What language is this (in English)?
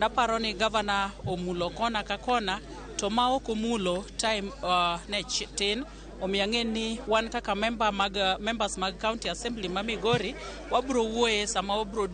Luo (Kenya and Tanzania)